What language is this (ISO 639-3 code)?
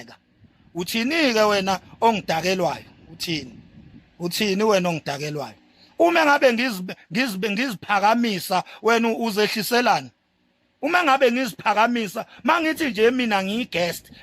zul